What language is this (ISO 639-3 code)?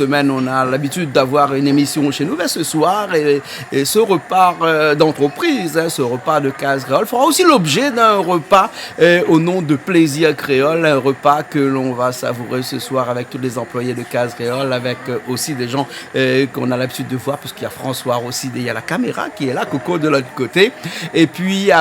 rcf